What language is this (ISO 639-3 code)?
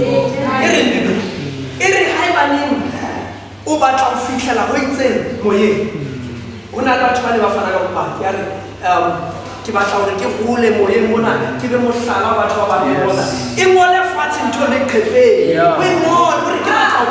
sot